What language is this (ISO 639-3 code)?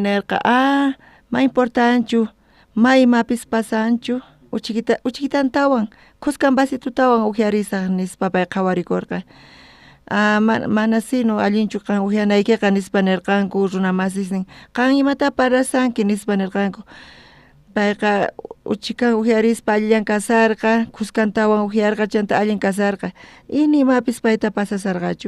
quh